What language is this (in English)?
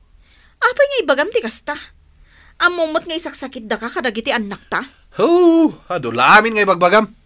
Iloko